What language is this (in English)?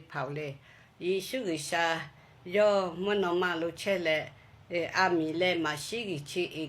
Lahu